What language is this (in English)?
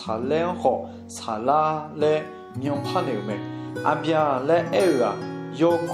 Akha